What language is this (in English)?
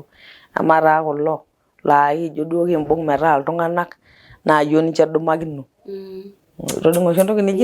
Masai